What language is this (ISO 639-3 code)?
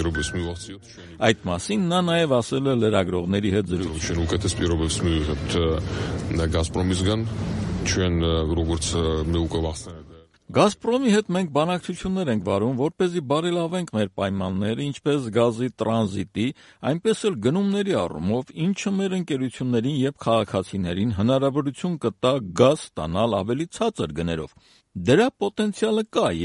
hye